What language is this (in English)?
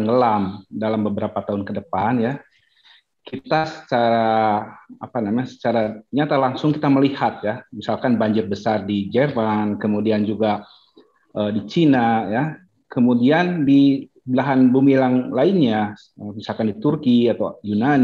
Indonesian